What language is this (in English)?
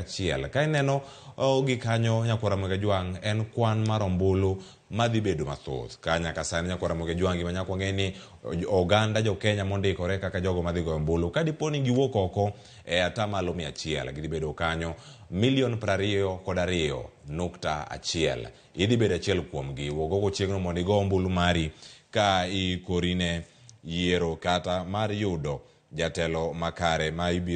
Luo (Kenya and Tanzania)